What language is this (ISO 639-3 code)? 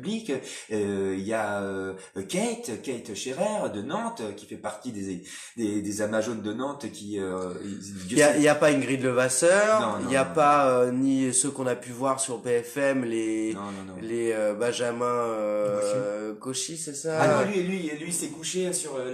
fra